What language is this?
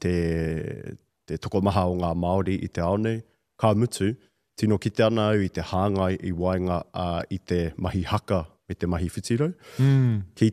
Māori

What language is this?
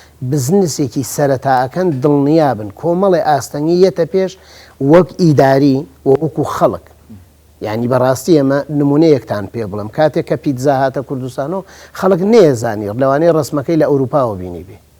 Central Kurdish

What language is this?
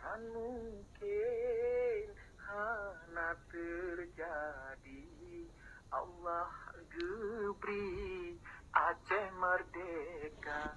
Achinese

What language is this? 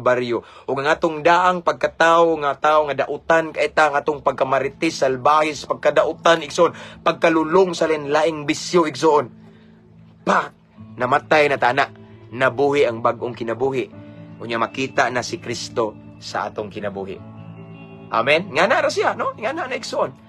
Cebuano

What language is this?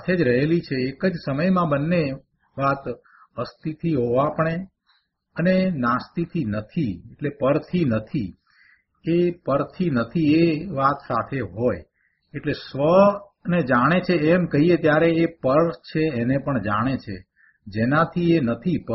Gujarati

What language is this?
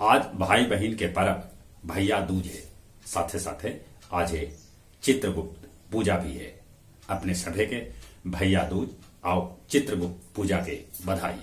Magahi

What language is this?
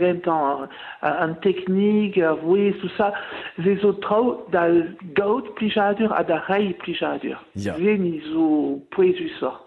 Breton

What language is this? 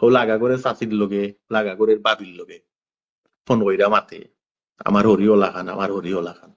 Sylheti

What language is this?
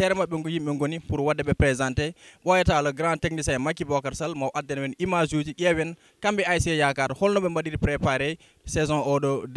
Fula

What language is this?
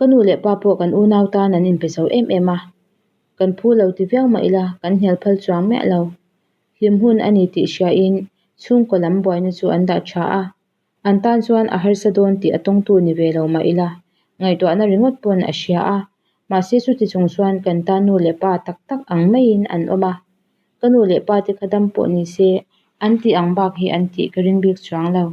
Mizo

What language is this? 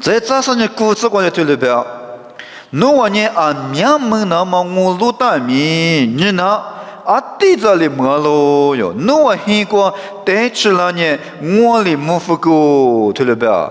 Lisu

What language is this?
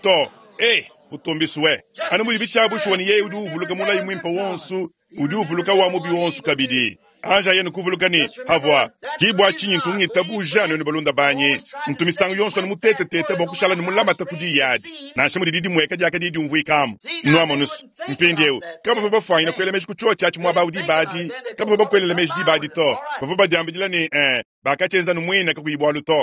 Luba-Lulua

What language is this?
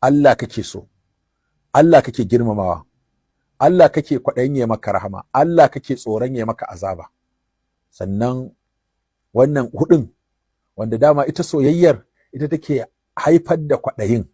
Hausa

